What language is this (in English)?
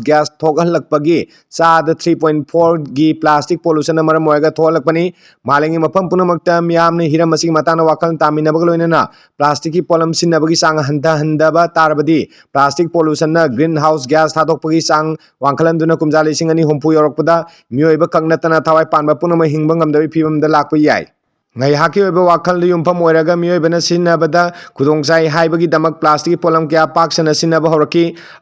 Manipuri